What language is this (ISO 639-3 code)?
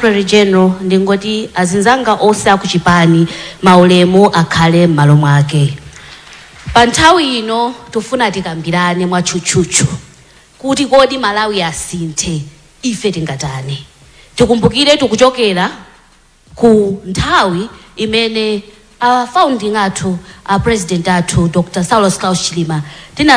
nya